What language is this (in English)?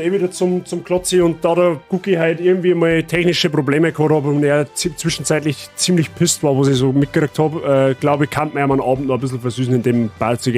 Bavarian